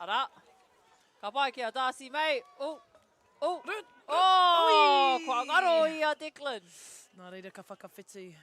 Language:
Māori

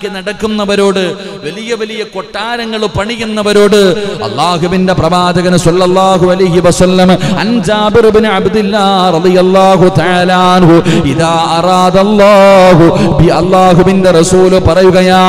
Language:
Malayalam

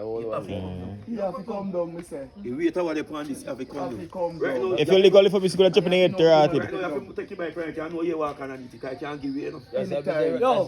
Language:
Jamaican Creole English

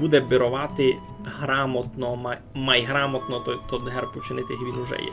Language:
Rusyn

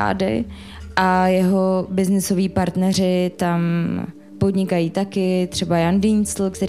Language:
Czech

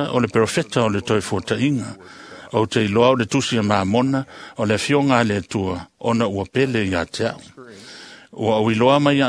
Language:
Samoan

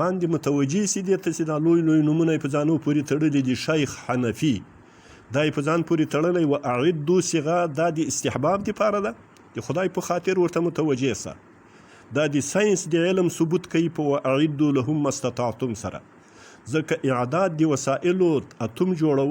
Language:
Pashto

